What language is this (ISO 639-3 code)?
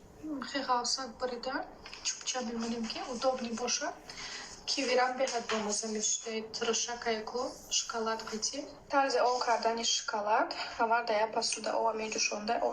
tgk